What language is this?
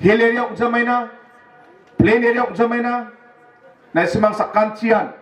Garo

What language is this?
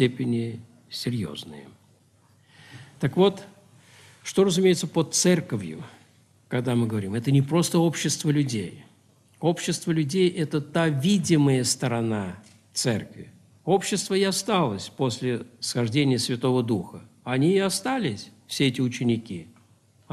Russian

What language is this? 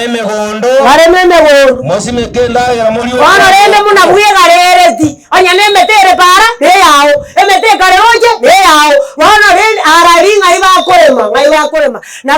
Gusii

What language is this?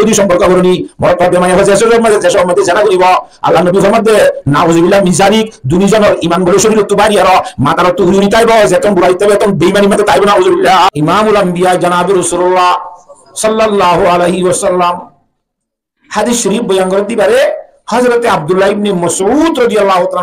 Rohingya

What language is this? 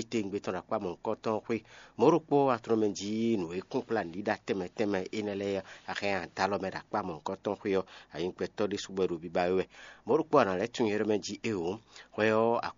Fon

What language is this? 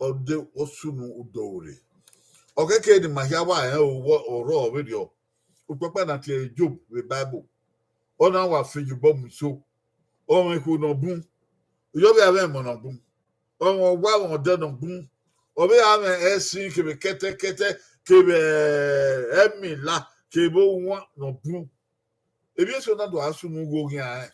Bini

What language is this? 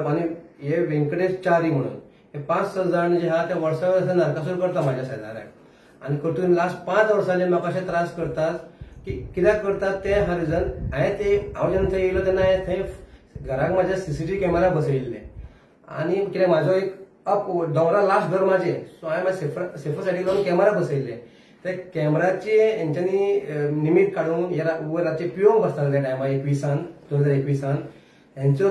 Konkani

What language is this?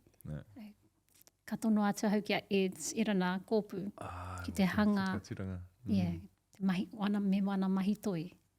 Māori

